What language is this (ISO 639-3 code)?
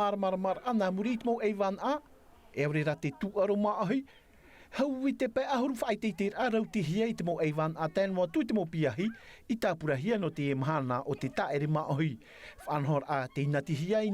tah